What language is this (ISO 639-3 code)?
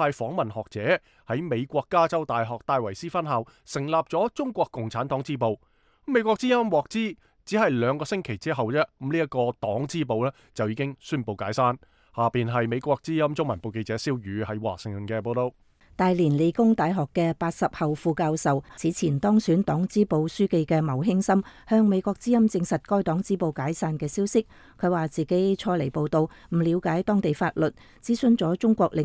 yue